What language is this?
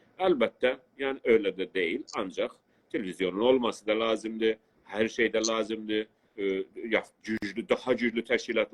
South Azerbaijani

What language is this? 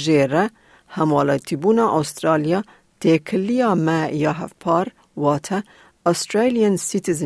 Kurdish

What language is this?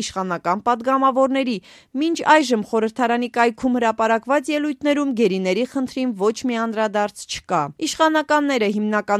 Armenian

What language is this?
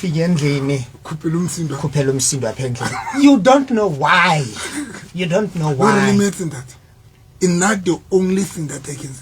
Southern Sotho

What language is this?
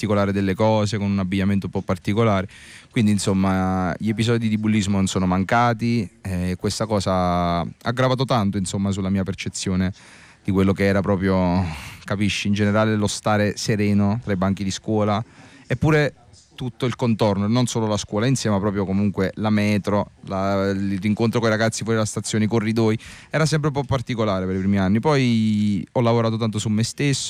Italian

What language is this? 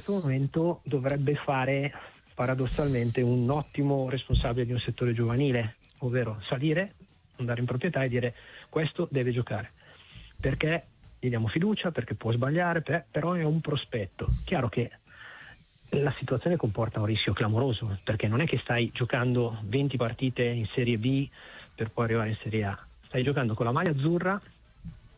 Italian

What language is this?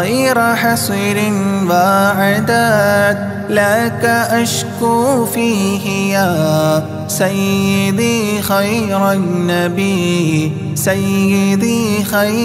Arabic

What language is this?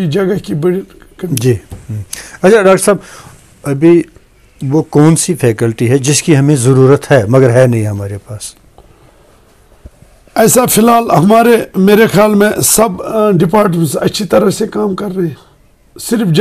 Urdu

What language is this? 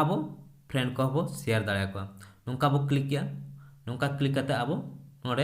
Santali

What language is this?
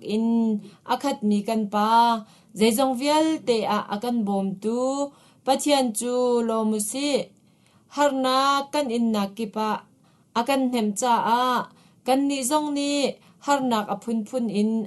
Hakha Chin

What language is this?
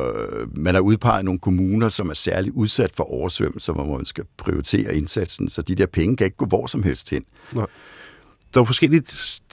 Danish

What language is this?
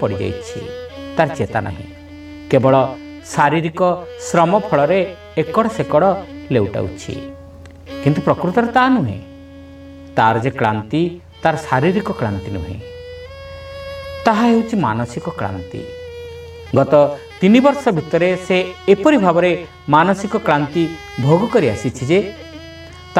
Odia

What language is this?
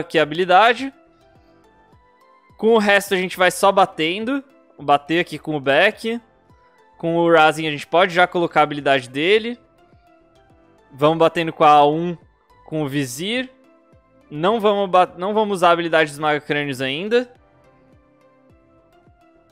Portuguese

